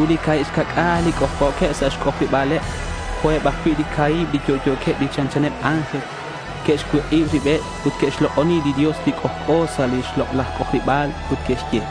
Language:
Kekchí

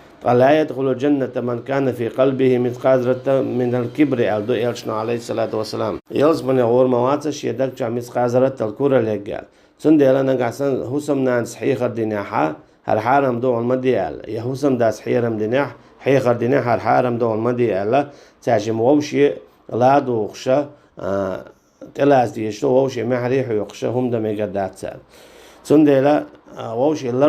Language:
Chechen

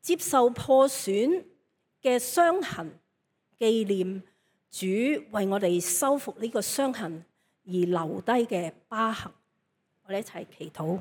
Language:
Cantonese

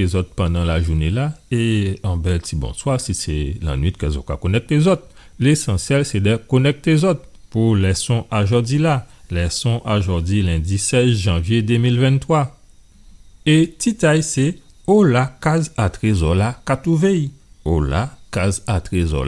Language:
Guadeloupean Creole French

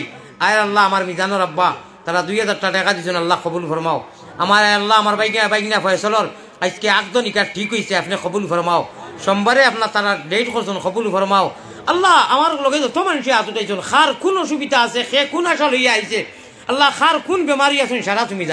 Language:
Sylheti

